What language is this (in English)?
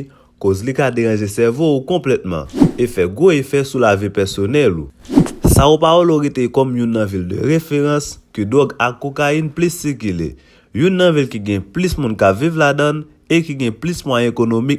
Haitian Creole